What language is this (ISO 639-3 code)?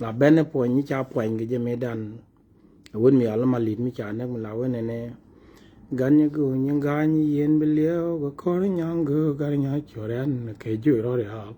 nus